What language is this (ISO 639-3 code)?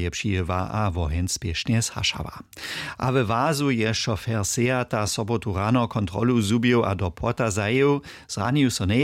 hsb